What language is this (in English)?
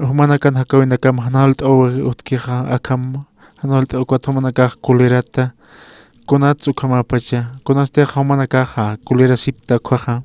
Aymara